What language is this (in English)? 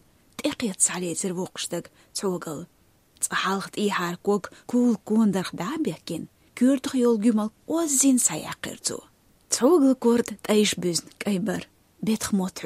Chechen